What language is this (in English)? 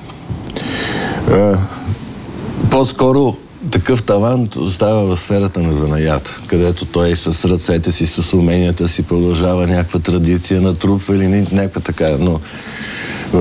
Bulgarian